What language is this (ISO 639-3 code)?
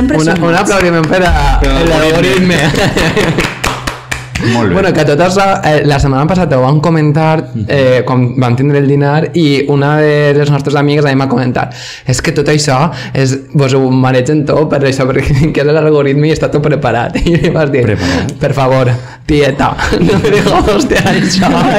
cat